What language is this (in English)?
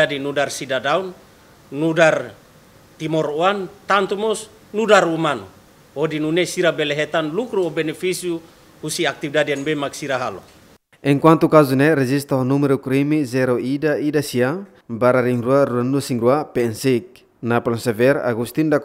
Tetum